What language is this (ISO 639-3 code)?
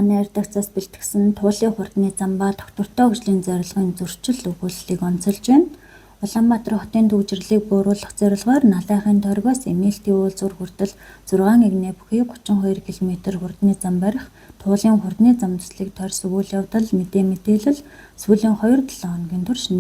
mon